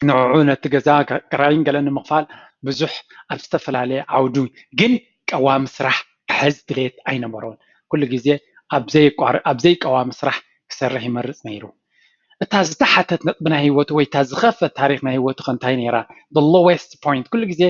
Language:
Tigrinya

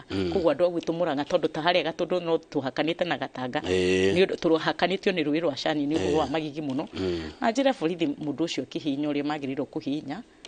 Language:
Kikuyu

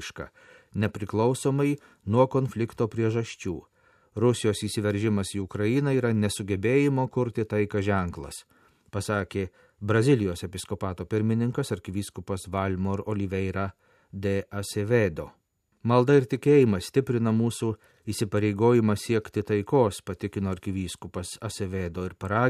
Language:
Lithuanian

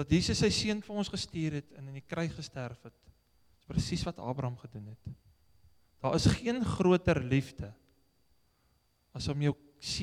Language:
Afrikaans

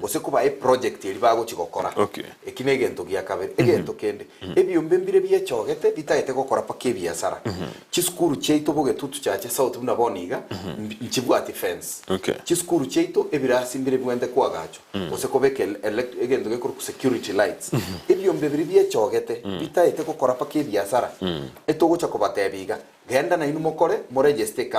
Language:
Gusii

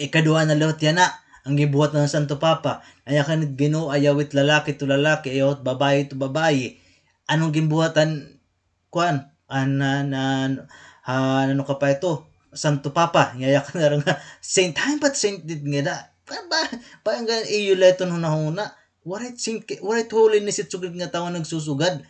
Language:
Waray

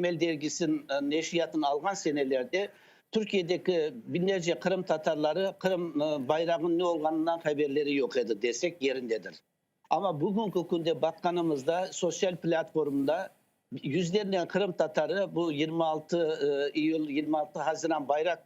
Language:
Crimean Tatar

